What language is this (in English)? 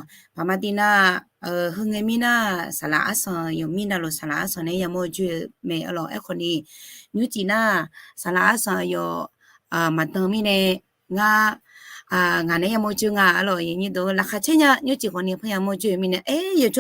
Akha